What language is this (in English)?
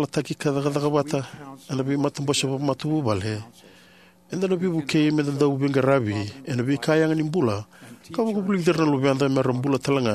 Fijian